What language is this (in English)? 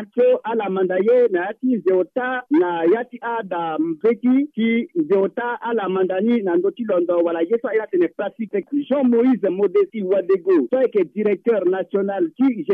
Sango